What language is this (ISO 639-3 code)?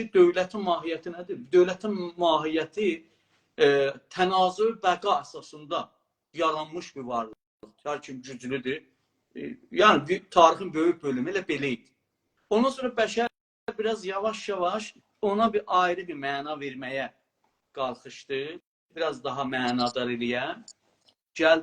azb